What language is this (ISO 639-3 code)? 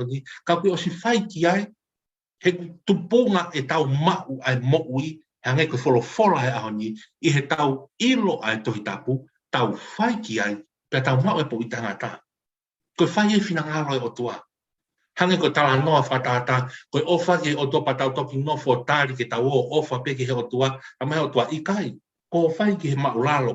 ton